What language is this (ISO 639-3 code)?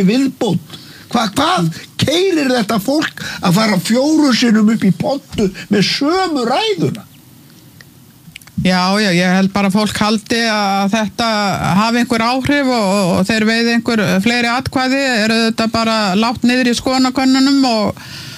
isl